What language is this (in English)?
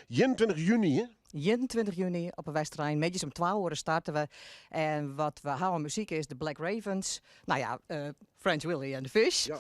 Western Frisian